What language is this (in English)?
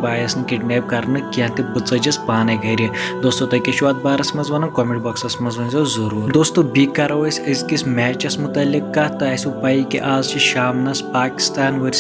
Kashmiri